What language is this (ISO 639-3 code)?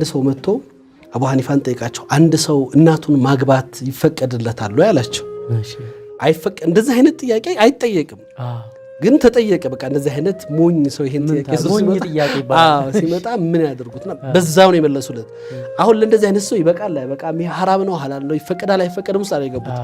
amh